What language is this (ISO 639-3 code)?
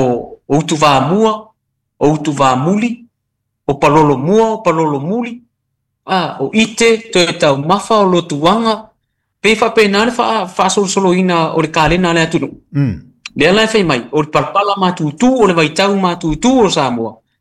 smo